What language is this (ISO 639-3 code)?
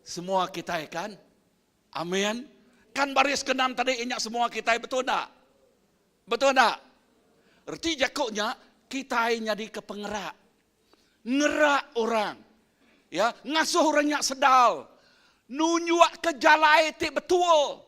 iba